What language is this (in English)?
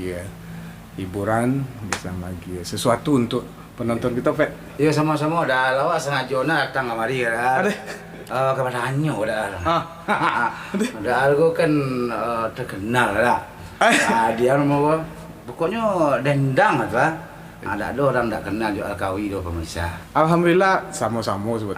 Minangkabau